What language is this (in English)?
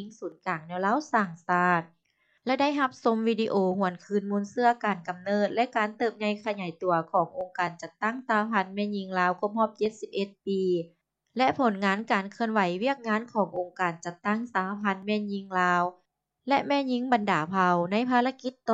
Lao